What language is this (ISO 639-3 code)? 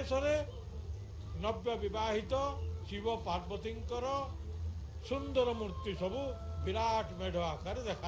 ori